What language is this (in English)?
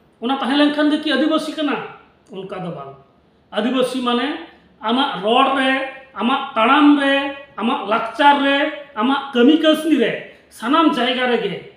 Santali